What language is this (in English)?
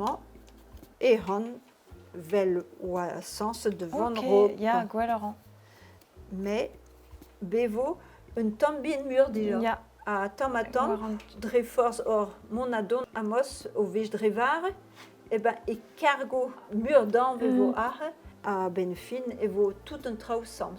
Breton